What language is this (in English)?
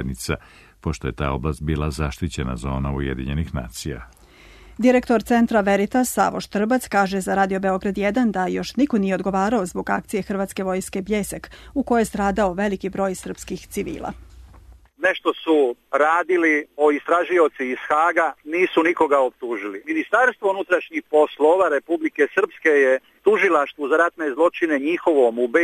Serbian